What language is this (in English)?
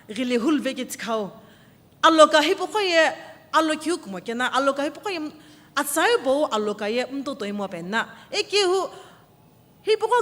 Sumi Naga